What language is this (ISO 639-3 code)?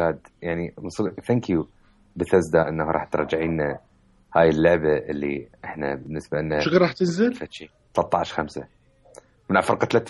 acm